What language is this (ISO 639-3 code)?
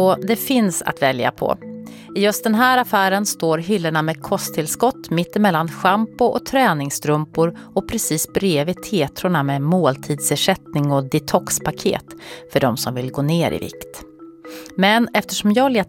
swe